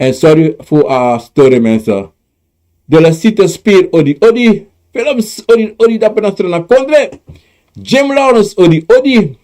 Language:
Sranan Tongo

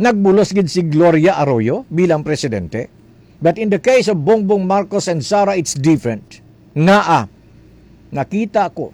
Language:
Hiligaynon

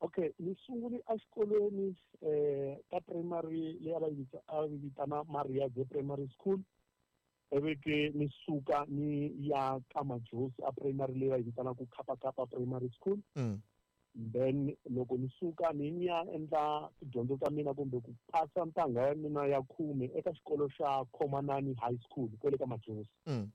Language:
Tsonga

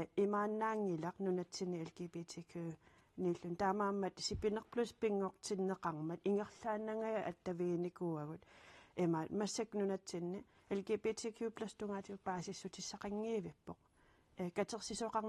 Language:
Kalaallisut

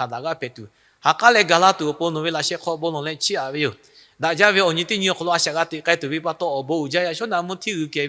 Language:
Lahu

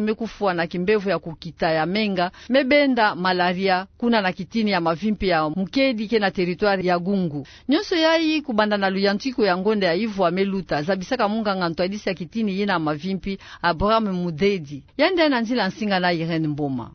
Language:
Kituba (Democratic Republic of Congo)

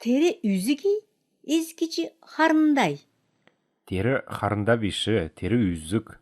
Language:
Kalmyk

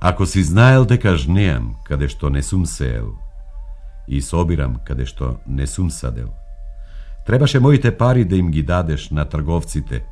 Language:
Macedonian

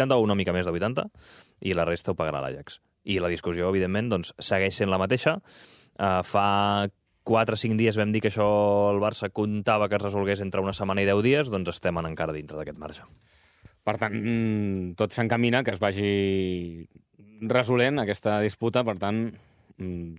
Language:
Catalan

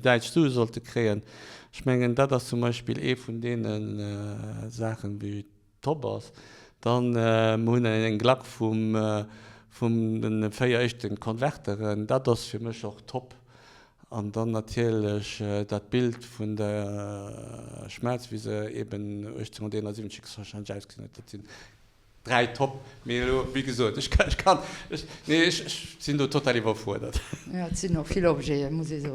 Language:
Luxembourgish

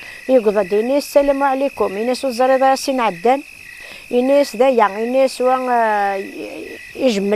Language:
Kabyle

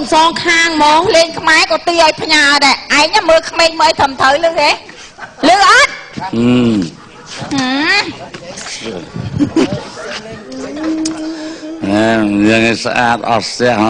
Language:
Khmer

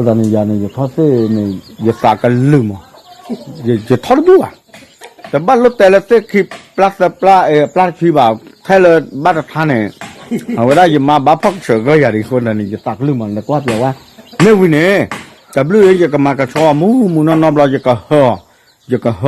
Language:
S'gaw Karen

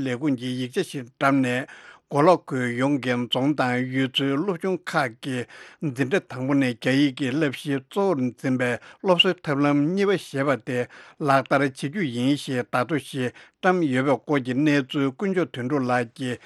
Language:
Tibetan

